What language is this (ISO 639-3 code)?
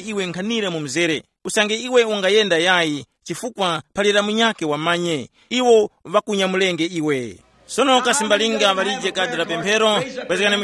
tum